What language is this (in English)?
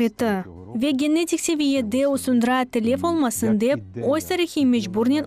Crimean Tatar